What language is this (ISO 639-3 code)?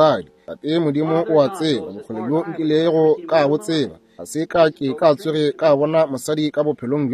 nso